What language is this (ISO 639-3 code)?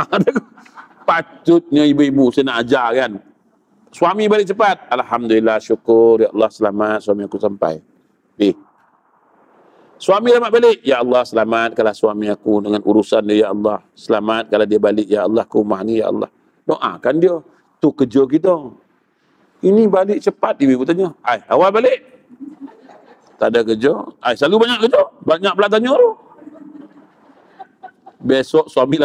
msa